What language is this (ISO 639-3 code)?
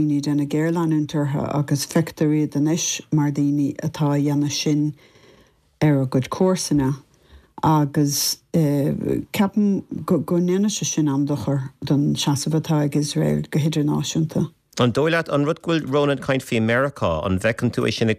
gle